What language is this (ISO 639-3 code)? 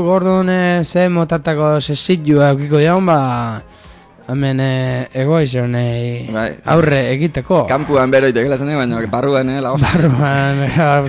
eus